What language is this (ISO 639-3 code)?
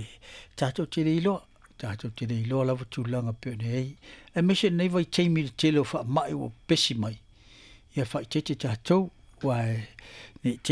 smo